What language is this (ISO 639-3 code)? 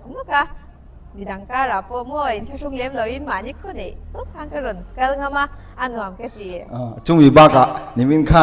lus